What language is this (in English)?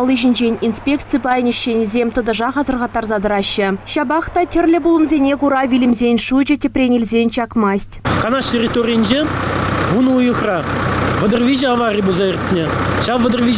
Chuvash